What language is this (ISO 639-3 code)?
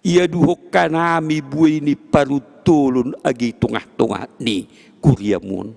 bts